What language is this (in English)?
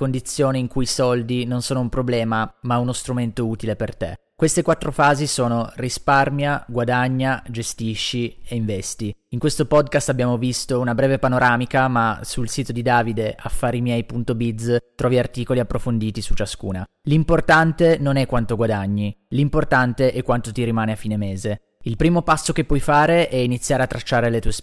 Italian